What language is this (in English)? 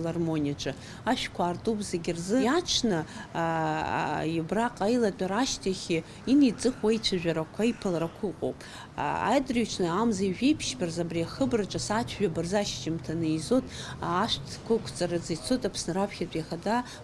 Abkhazian